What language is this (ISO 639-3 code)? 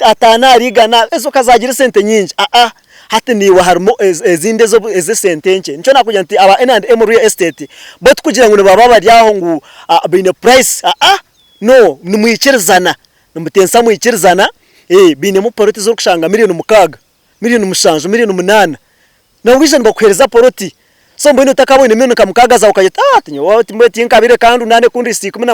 nyn